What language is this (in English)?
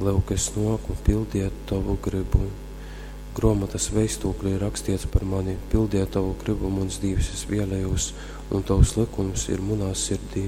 Latgalian